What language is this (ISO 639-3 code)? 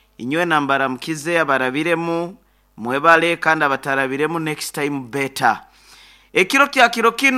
nyn